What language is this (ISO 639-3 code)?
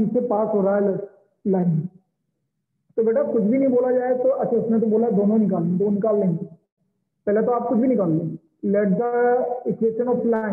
hin